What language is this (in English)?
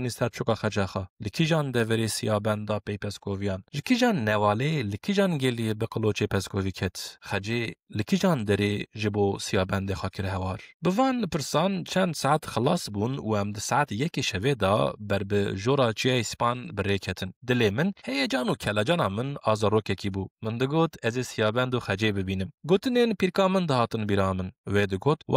Kurdish